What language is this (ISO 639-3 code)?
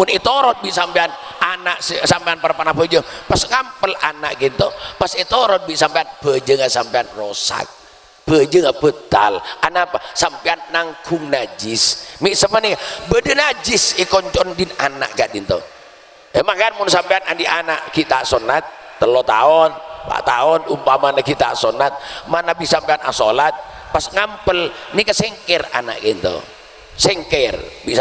mad